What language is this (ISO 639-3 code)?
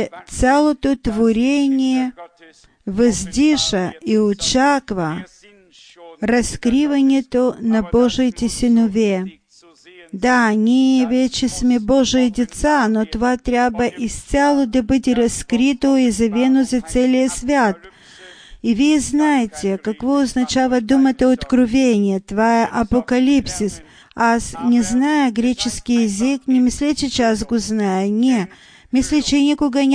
bul